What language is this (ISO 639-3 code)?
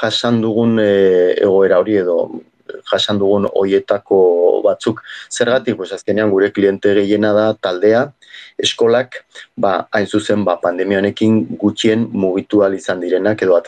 eus